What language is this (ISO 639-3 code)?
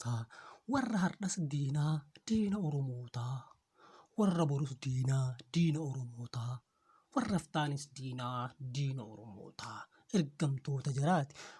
orm